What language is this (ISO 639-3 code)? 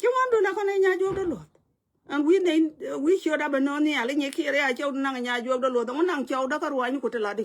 nus